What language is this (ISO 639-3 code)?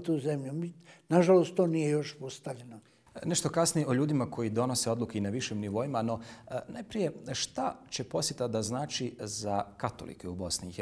bos